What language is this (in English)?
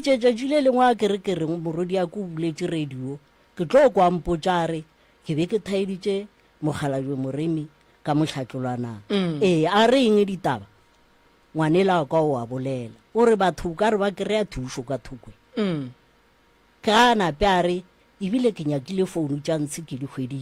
Northern Sotho